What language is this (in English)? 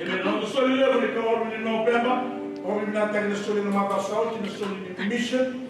Fijian